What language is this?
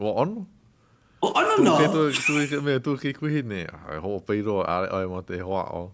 Hawaiian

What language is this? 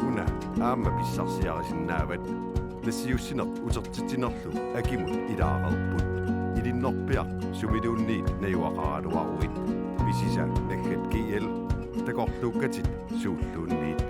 Kalaallisut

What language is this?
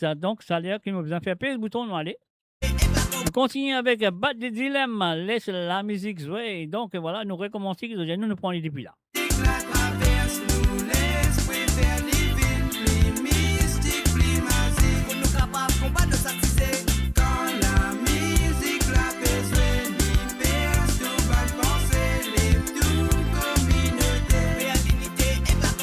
Morisyen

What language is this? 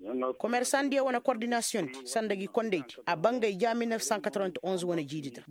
Koyraboro Senni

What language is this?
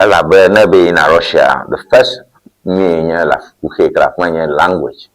Ewe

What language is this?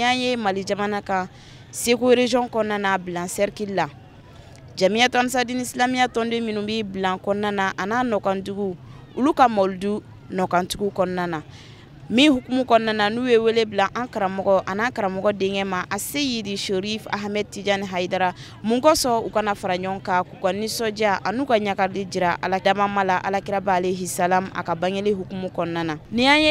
Bambara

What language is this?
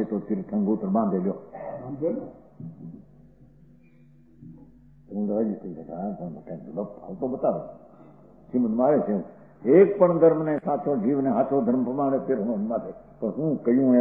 Gujarati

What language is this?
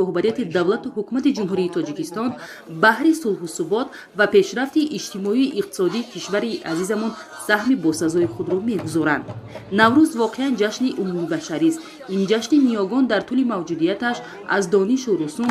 Tajik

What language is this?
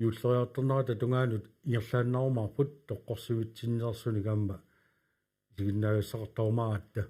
Kalaallisut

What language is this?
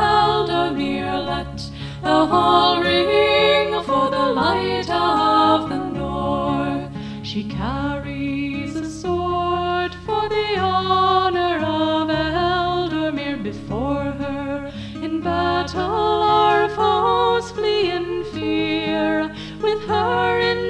English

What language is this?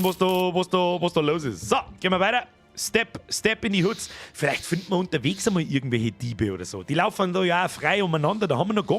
Bavarian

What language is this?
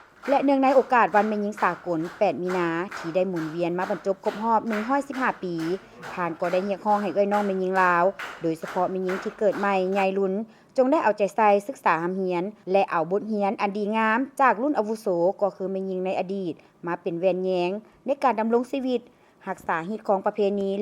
Lao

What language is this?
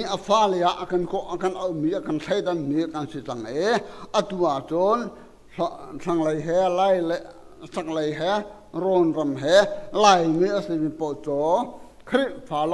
Hakha Chin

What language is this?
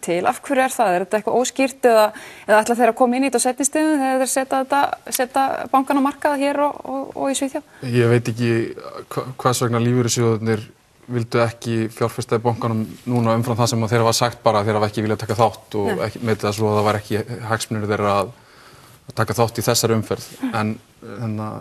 Icelandic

